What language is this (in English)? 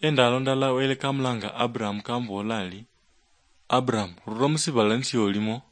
Luyia